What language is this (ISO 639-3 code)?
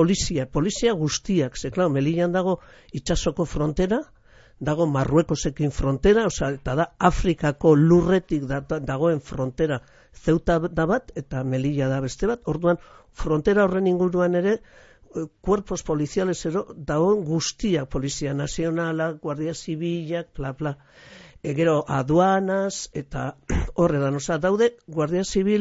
eus